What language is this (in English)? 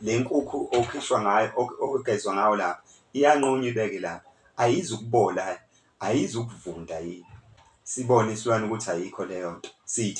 Zulu